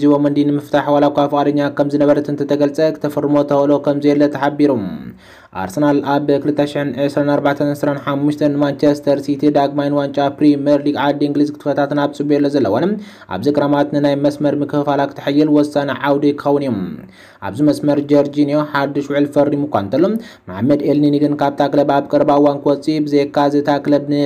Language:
Tigrinya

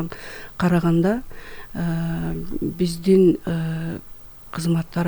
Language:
Kyrgyz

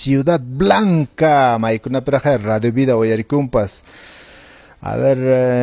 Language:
Quechua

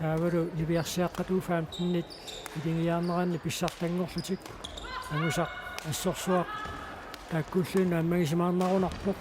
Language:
Kalaallisut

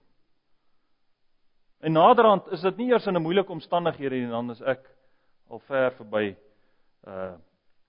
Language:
Afrikaans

